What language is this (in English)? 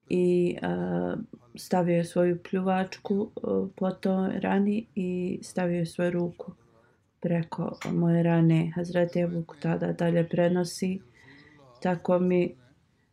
Bosnian